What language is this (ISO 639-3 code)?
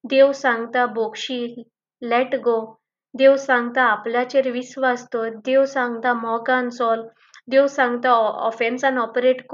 kok